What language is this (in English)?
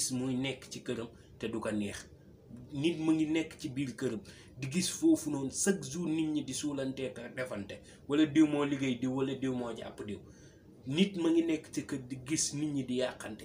Wolof